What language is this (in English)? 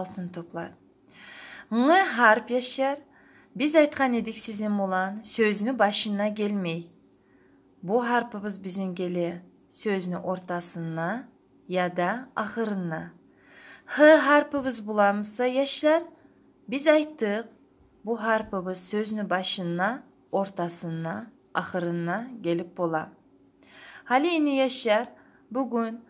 Kumyk